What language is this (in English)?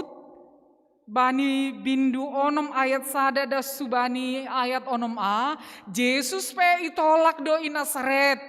Batak Simalungun